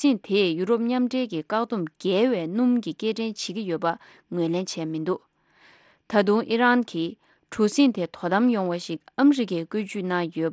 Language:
Tibetan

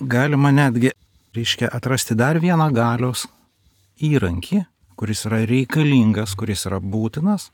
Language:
Lithuanian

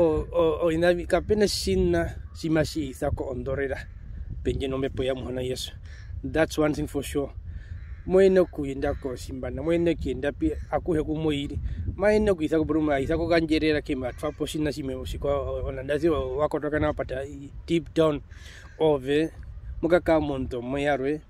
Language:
Herero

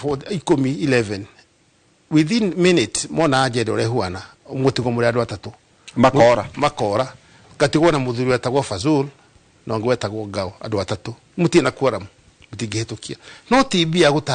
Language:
Kikuyu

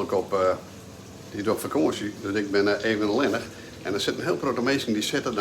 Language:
Western Frisian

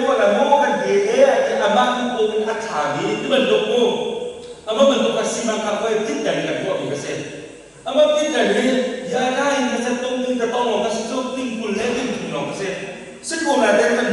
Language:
Hakha Chin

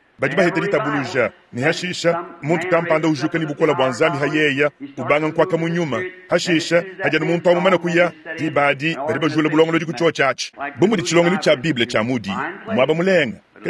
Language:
Luba-Lulua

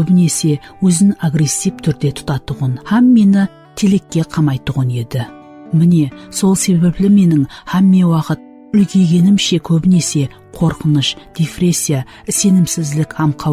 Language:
Kara-Kalpak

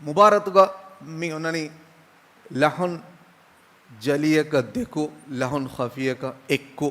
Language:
Divehi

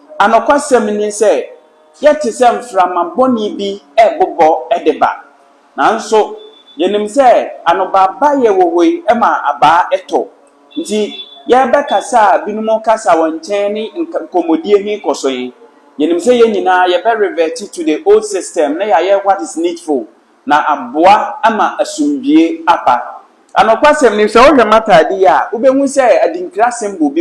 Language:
Akan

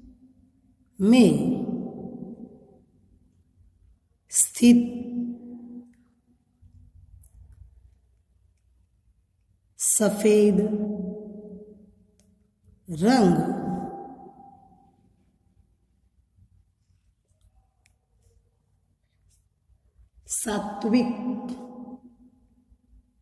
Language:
Hindi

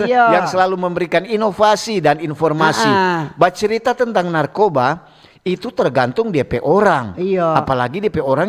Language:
Manado Malay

